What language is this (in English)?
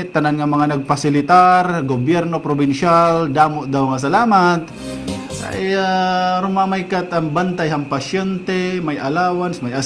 Waray